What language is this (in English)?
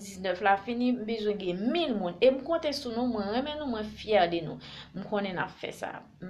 Haitian Creole